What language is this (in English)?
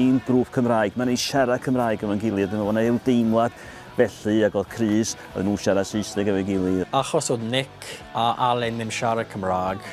Welsh